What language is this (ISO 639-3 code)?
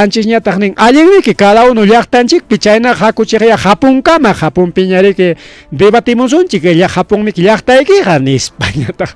quy